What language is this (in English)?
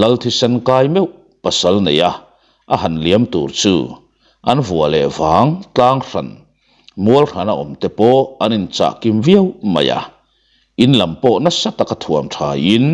Mizo